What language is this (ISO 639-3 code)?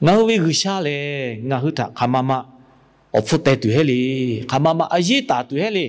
lhu